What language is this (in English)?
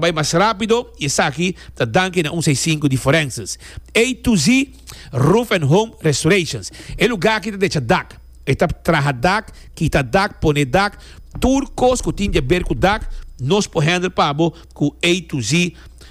Papiamento